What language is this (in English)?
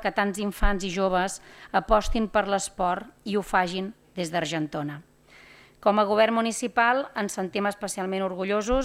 Catalan